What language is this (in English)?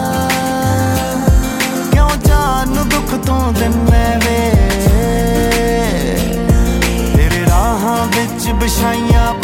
Punjabi